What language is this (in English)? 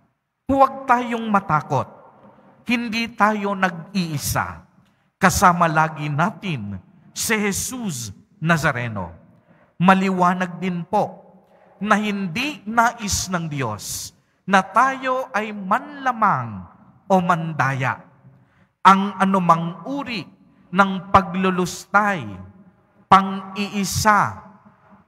Filipino